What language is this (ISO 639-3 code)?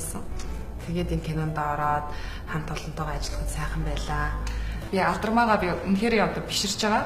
mon